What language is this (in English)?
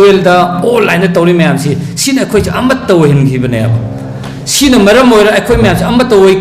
Manipuri